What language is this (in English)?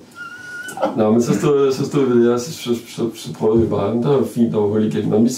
Danish